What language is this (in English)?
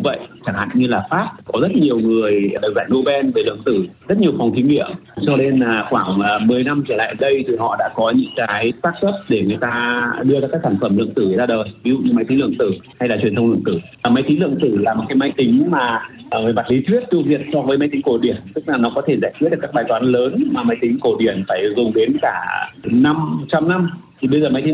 Vietnamese